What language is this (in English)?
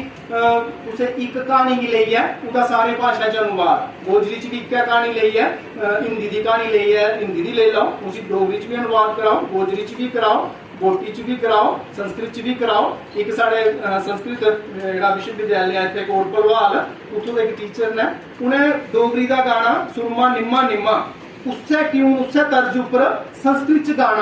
Dogri